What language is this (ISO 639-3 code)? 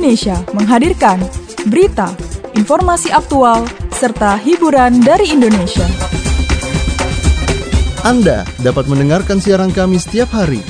ind